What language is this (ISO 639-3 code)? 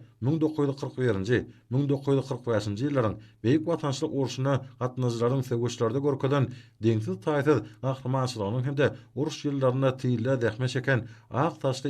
tuk